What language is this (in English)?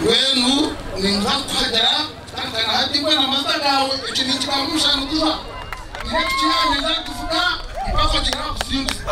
Nyankole